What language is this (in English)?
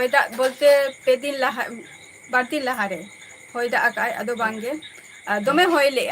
Santali